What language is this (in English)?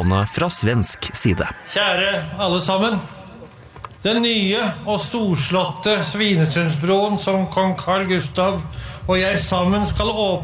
Norwegian